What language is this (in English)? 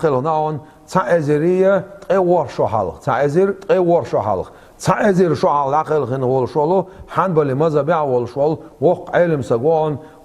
Chechen